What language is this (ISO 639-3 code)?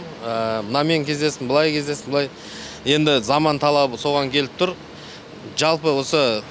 kaz